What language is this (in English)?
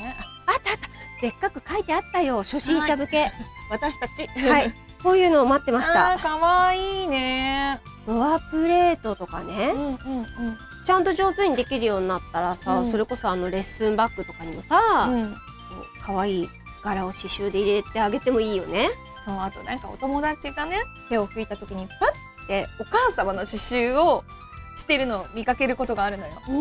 Japanese